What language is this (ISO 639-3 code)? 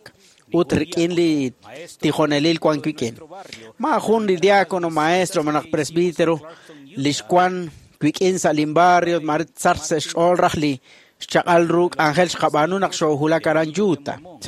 kek